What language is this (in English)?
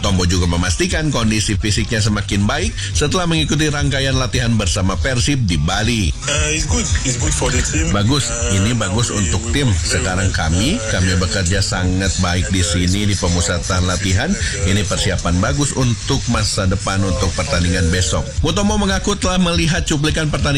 Indonesian